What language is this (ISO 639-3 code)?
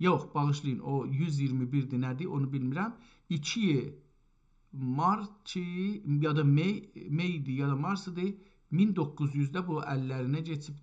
azb